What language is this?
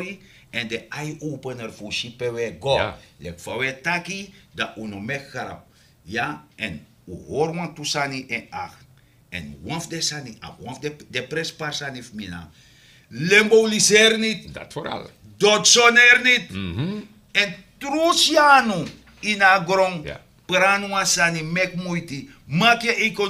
Sranan Tongo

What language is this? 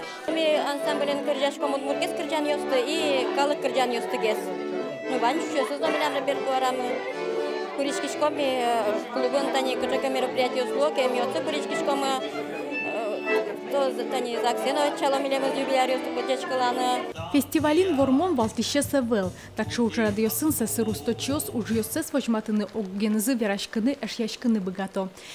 Udmurt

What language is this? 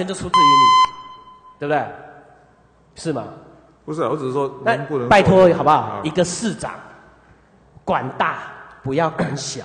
Chinese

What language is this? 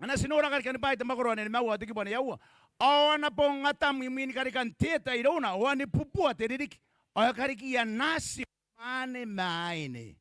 Gilbertese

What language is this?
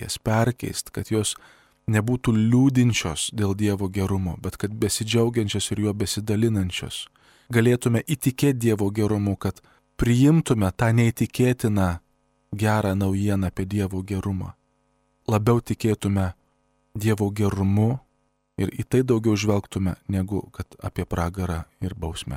Lithuanian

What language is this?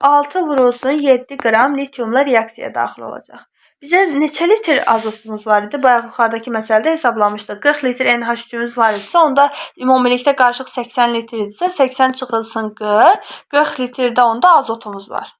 Azerbaijani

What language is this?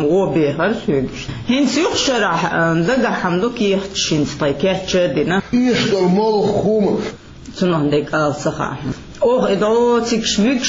Chechen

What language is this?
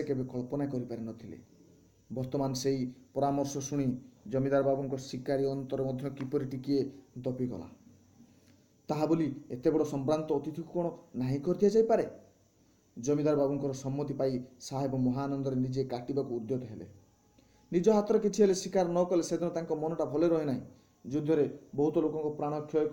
Odia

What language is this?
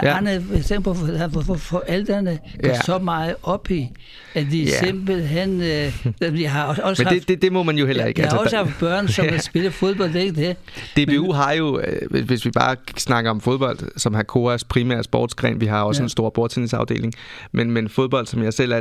Danish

